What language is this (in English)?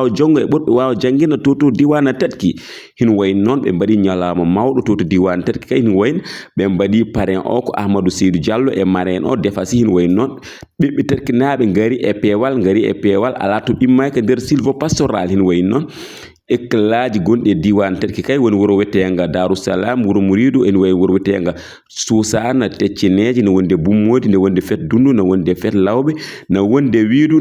Fula